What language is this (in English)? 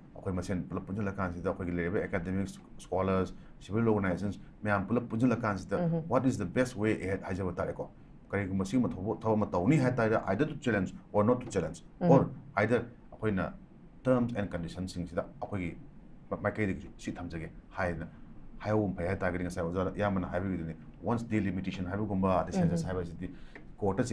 Manipuri